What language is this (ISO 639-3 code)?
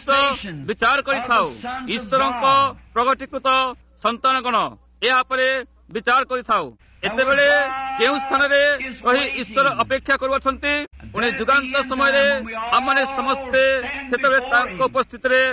ori